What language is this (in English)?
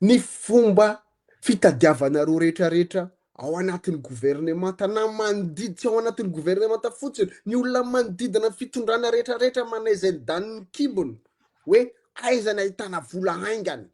Malagasy